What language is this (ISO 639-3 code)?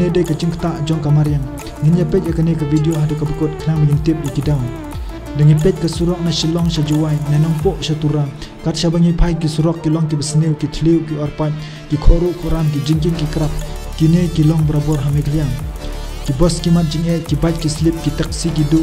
kha